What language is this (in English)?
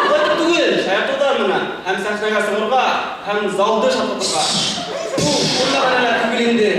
Bashkir